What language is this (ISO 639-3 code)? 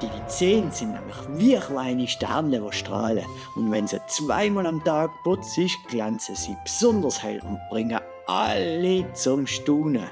gsw